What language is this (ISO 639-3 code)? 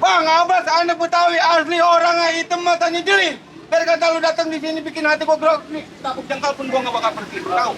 bew